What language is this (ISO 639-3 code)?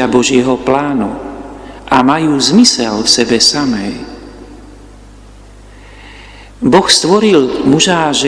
slk